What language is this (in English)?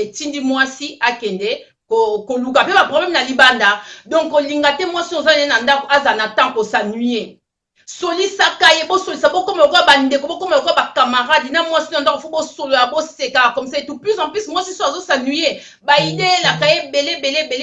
Lingala